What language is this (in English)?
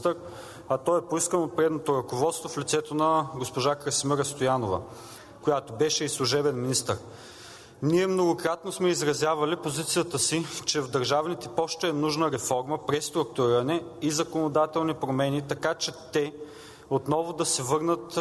Bulgarian